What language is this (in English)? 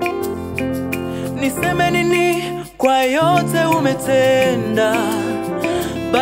Swahili